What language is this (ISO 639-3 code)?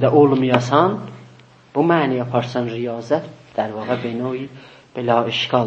azb